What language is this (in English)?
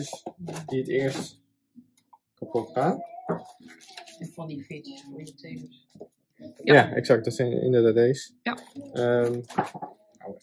Dutch